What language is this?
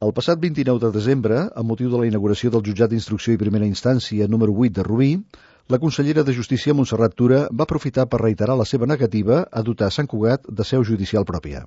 Catalan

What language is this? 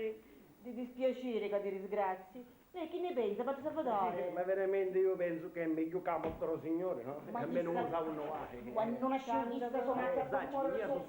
Sicilian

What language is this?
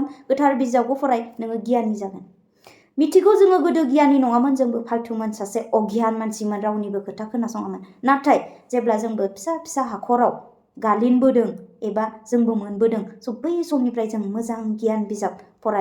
Bodo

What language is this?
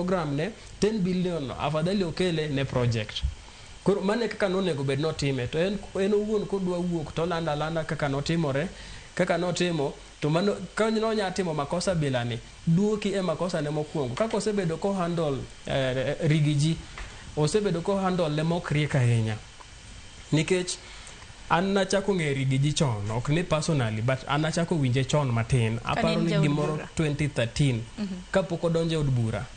Luo (Kenya and Tanzania)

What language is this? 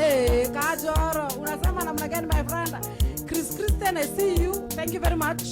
Kikuyu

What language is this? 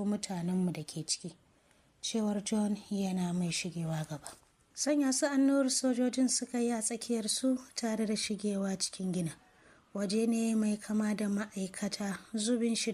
Hausa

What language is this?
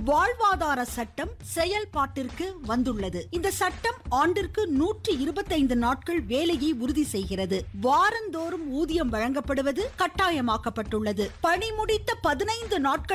Tamil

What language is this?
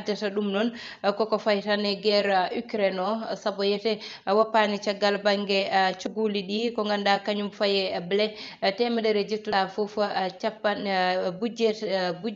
Fula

